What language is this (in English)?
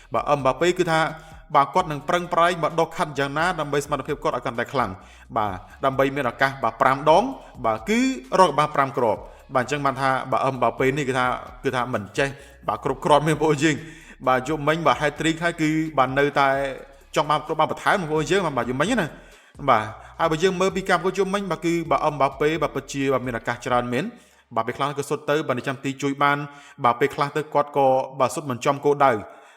Khmer